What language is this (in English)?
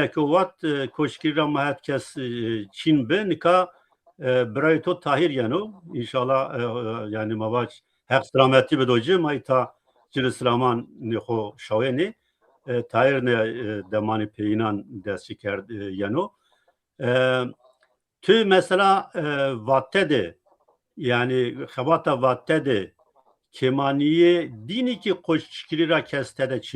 Zaza